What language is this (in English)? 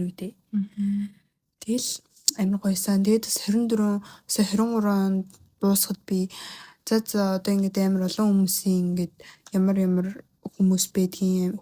Mongolian